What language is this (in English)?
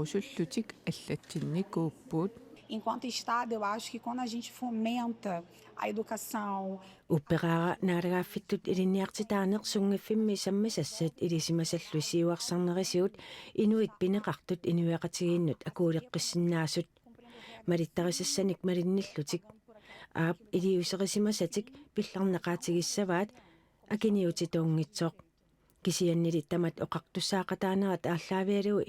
Kalaallisut